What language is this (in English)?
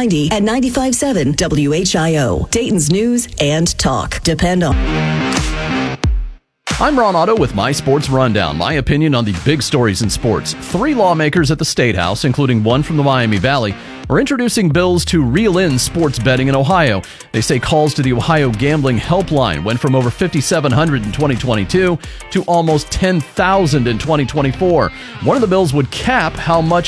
English